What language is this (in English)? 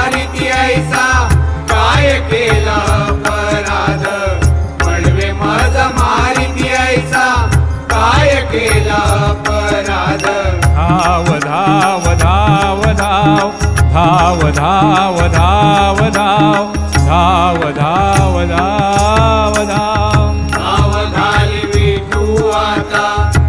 Marathi